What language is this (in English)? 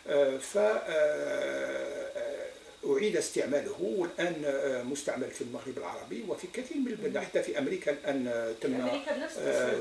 Arabic